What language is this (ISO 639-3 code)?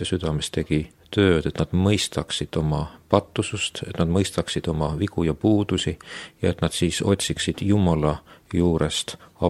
est